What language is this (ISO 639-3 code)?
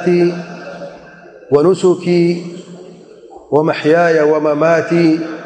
urd